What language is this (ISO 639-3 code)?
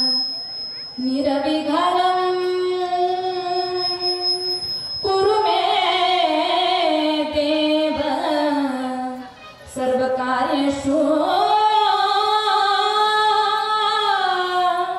mar